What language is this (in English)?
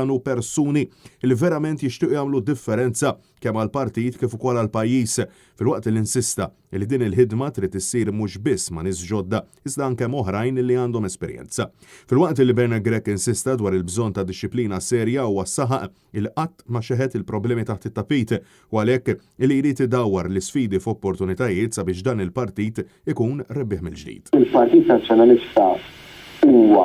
Maltese